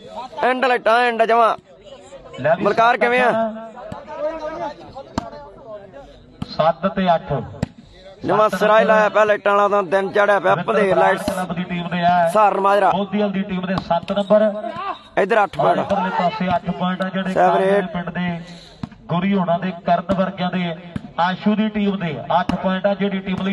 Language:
Punjabi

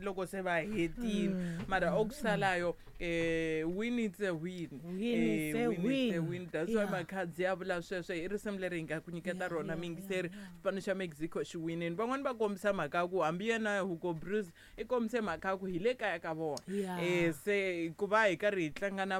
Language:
Tsonga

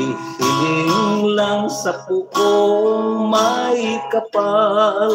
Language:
Hiligaynon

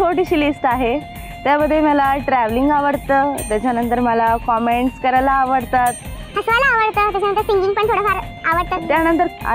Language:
Marathi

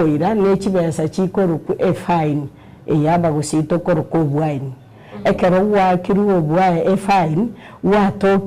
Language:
Gusii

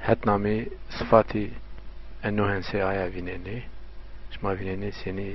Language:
Zaza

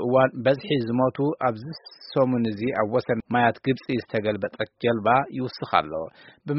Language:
Tigrinya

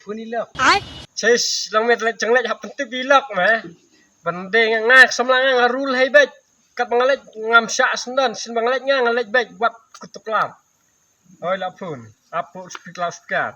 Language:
Khasi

